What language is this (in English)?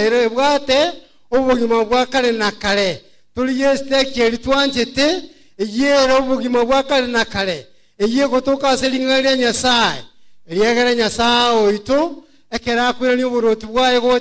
Gusii